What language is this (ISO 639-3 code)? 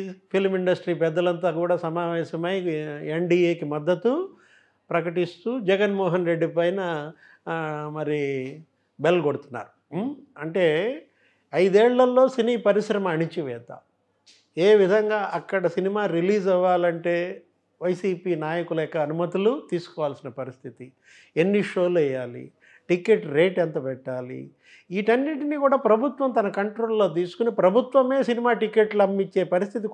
tel